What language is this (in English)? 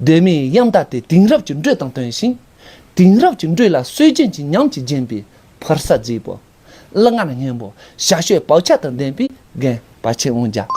Tibetan